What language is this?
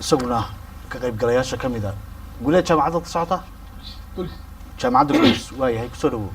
Somali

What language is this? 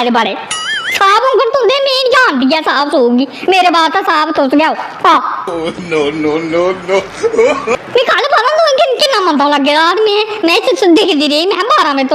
Dogri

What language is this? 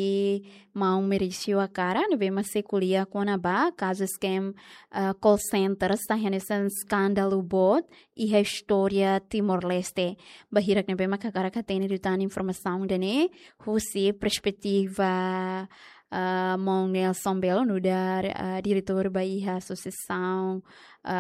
Tetum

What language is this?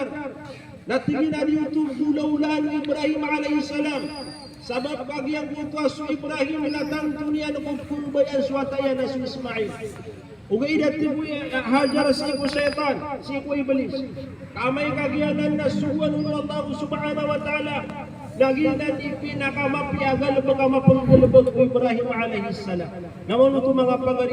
Maranao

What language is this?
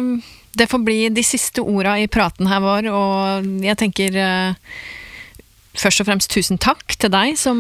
Norwegian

